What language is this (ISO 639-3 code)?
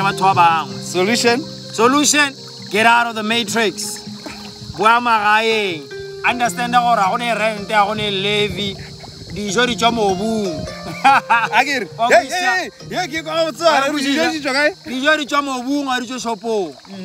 tsn